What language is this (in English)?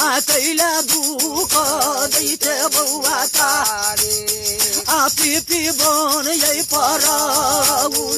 Maithili